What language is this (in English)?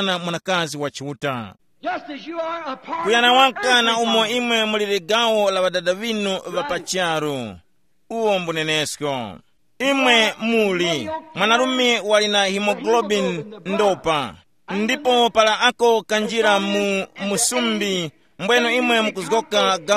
Tumbuka